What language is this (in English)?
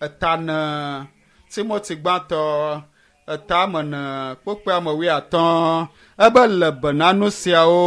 Ewe